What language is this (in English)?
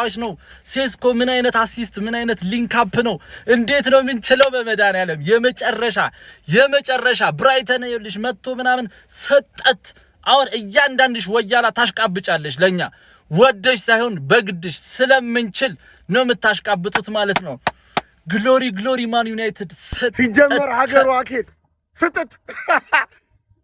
Amharic